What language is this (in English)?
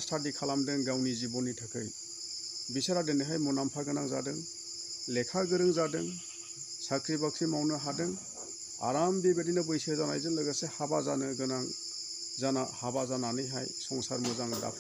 Bodo